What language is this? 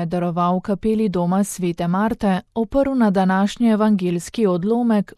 Slovenian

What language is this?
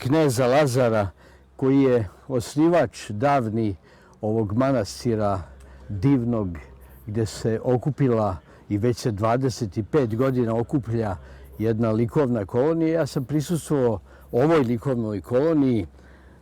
Serbian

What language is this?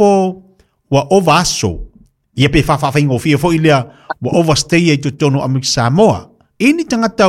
Samoan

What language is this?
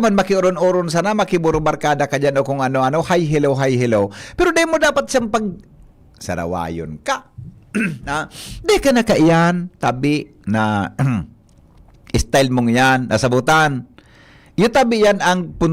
Bikol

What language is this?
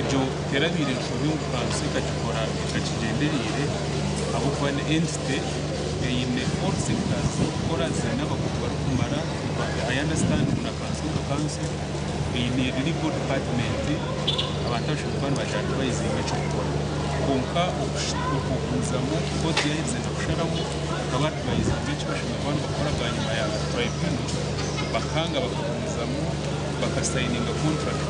Nyankole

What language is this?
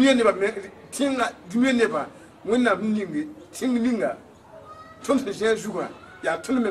Mossi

